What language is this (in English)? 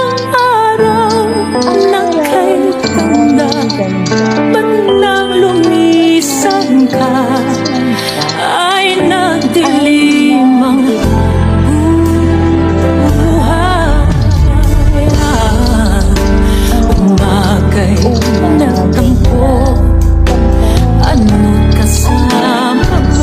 Filipino